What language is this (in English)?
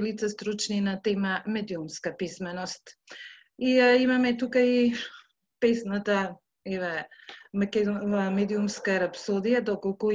Macedonian